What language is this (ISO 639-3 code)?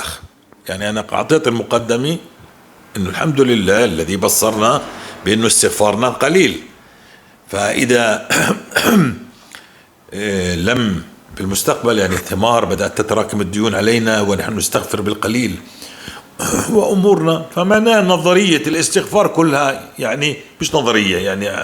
apc